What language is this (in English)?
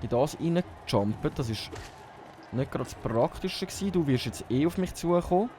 Swiss German